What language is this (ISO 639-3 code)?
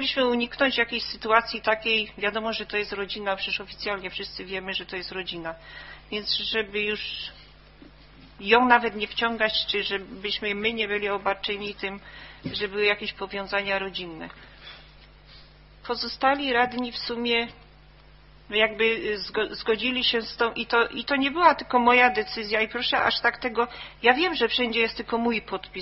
pol